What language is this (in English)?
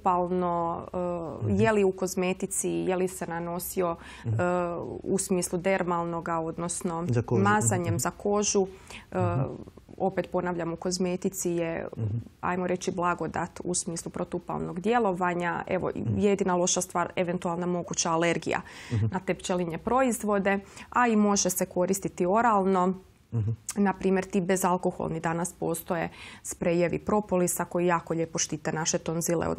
Croatian